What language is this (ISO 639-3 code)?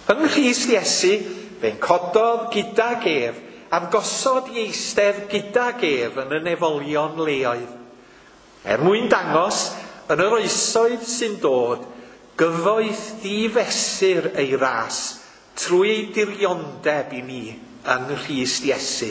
cym